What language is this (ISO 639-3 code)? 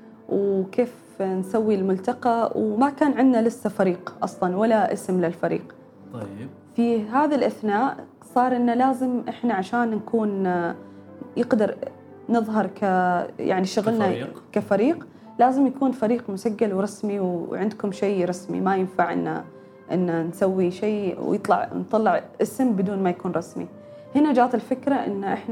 afb